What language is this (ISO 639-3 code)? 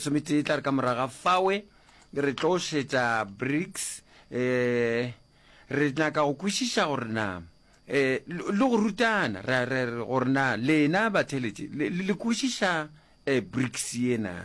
nso